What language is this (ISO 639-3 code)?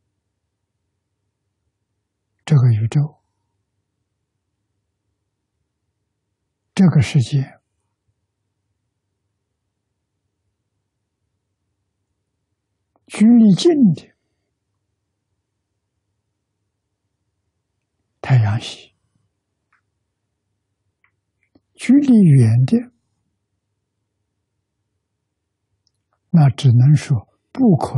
zho